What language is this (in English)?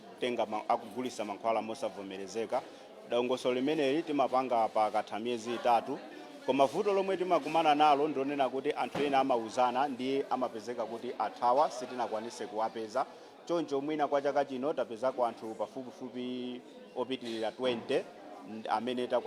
Nyanja